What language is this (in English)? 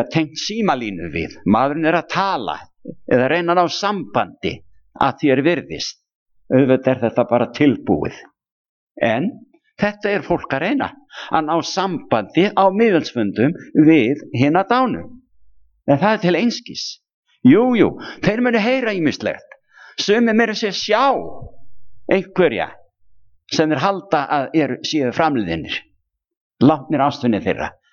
Icelandic